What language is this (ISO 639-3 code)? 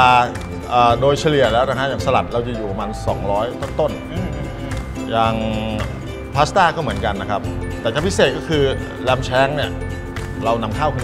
tha